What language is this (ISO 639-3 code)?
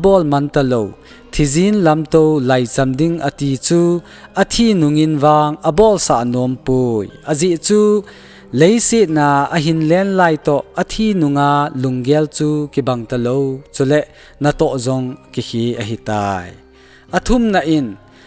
tcz